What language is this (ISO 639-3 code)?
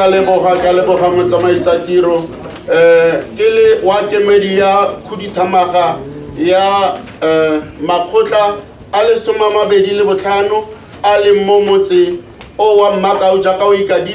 tsn